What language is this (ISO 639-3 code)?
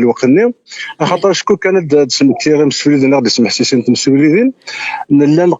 kab